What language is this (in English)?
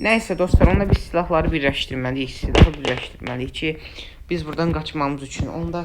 Azerbaijani